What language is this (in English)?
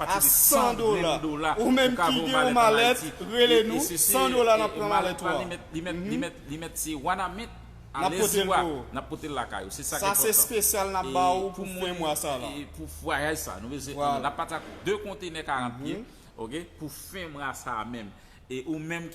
Haitian Creole